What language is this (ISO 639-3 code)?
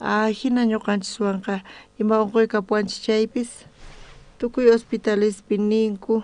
quh